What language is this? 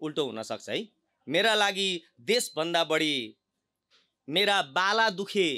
Nepali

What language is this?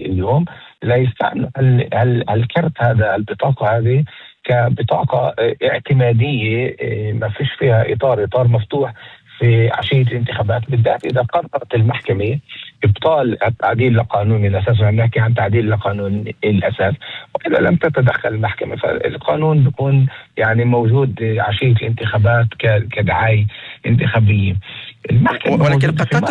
North Levantine Arabic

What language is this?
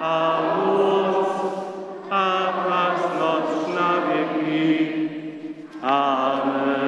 Upper Sorbian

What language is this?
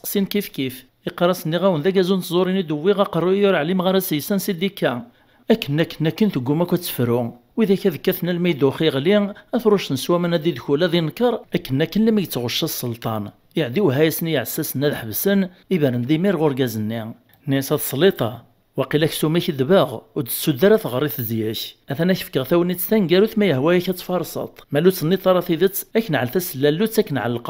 Kabyle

